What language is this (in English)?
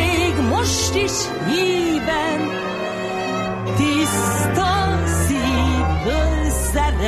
Hungarian